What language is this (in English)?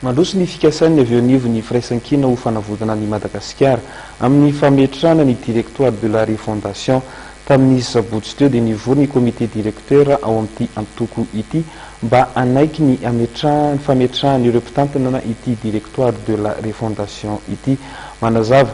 Malagasy